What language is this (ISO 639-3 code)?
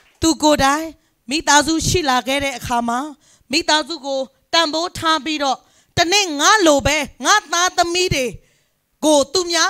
mya